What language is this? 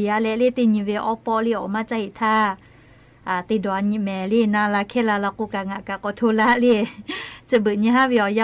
Lahu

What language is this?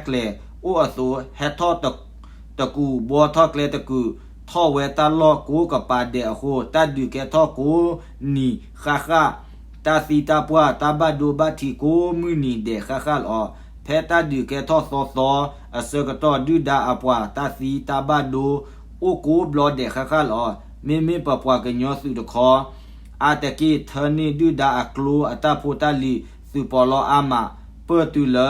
S'gaw Karen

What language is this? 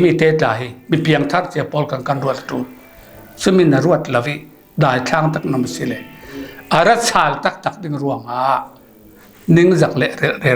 Falam Chin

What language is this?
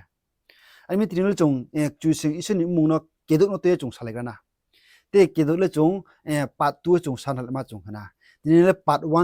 Riang (India)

